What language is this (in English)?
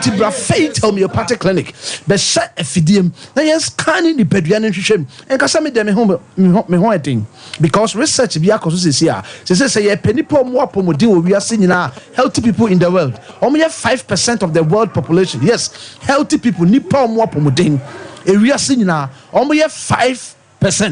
Akan